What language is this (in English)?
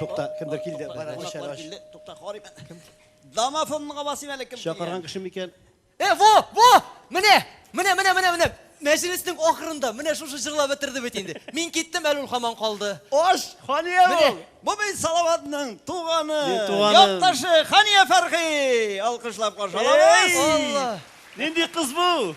Tatar